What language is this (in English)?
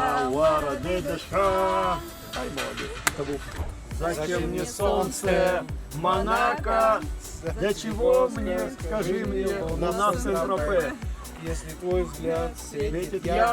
Abkhazian